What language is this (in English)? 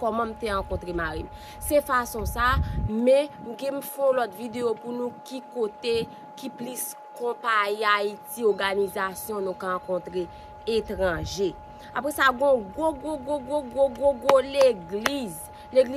Haitian Creole